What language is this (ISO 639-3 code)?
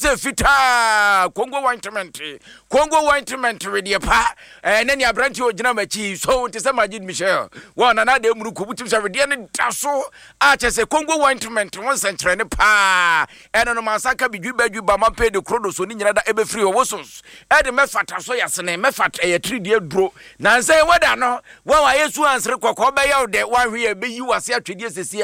aka